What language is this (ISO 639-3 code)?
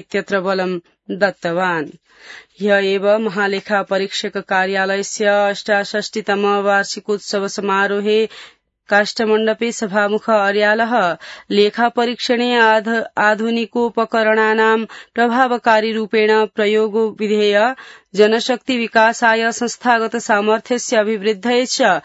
san